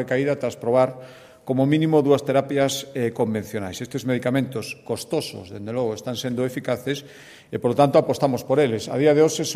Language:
Galician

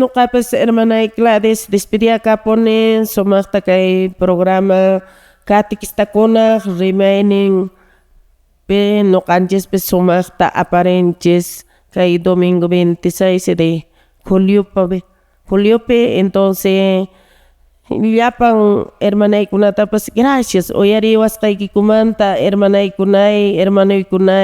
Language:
Quechua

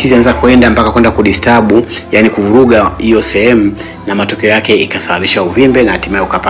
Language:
Swahili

